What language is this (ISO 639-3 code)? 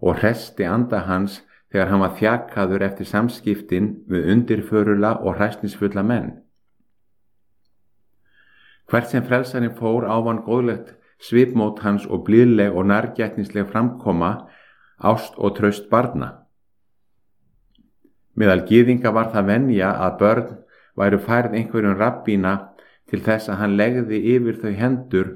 isl